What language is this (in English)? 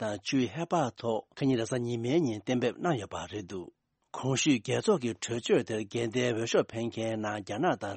Tibetan